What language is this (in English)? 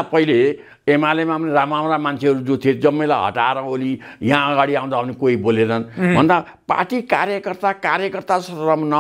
Nepali